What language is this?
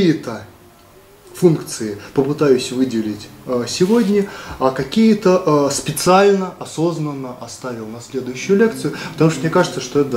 Russian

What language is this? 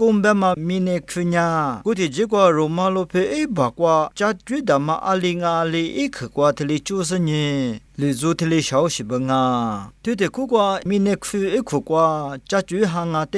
Lisu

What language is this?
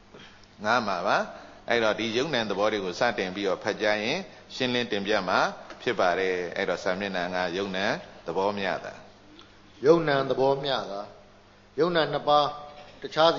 Burmese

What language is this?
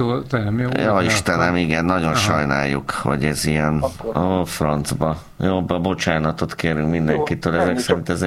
Hungarian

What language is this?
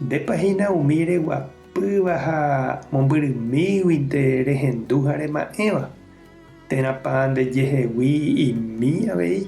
Guarani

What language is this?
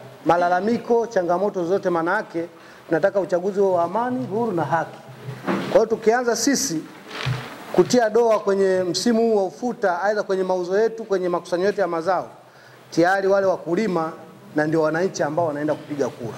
Swahili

